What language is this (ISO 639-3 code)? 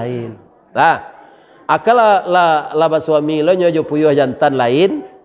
min